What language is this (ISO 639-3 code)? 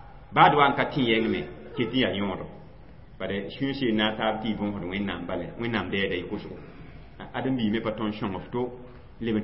mos